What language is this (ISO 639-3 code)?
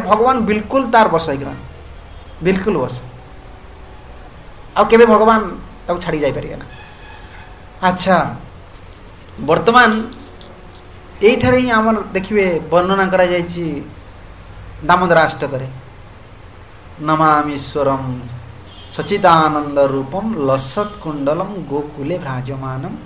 ori